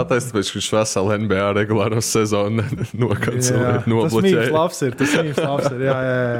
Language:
Latvian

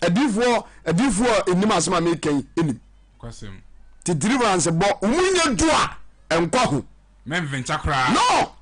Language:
Akan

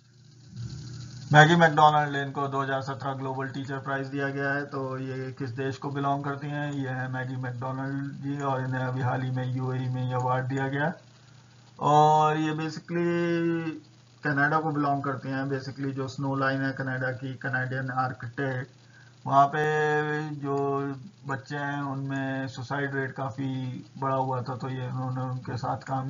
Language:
Hindi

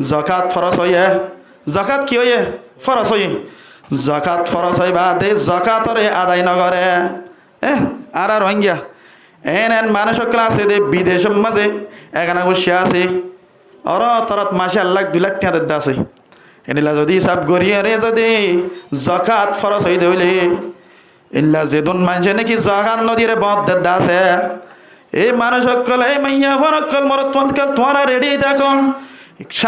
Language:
Rohingya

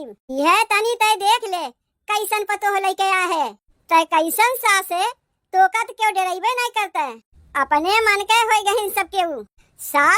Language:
Awadhi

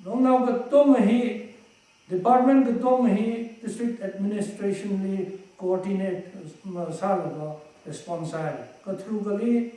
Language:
Tangkhul Naga (India)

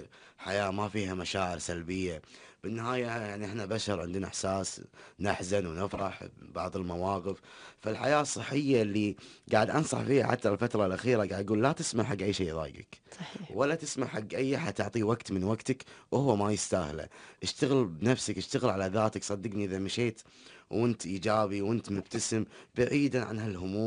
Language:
Gulf Arabic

